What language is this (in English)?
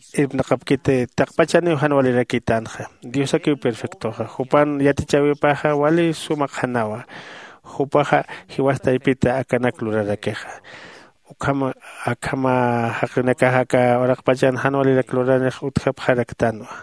Aymara